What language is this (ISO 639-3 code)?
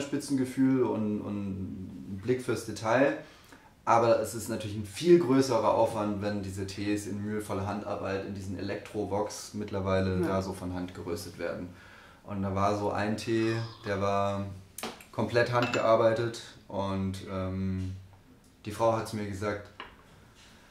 deu